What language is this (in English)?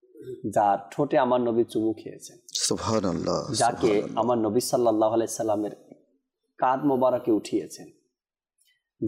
Bangla